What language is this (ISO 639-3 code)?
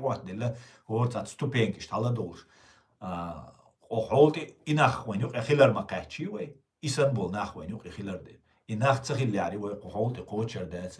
che